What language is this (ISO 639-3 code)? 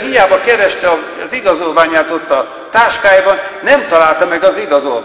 hun